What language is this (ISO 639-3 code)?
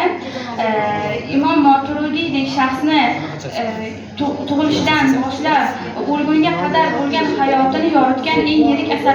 uzb